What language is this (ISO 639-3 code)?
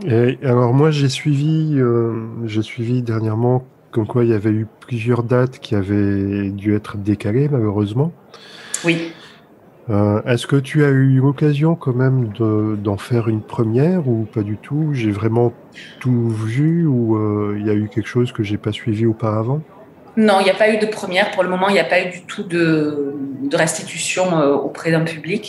fra